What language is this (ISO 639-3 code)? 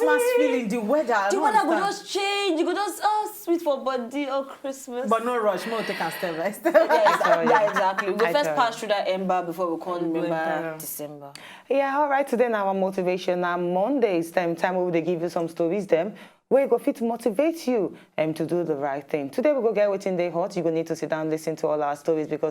pcm